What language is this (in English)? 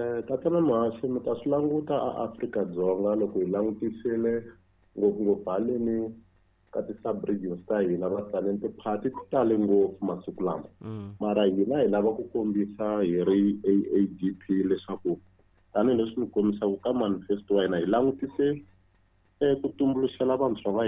Tsonga